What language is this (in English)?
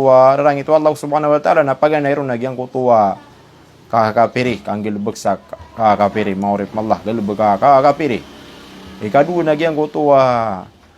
Maranao